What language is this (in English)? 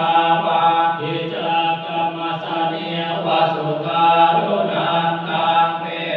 Pali